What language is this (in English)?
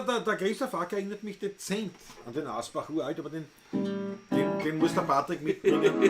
Bavarian